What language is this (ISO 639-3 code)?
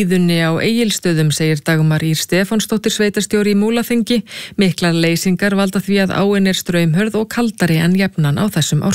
isl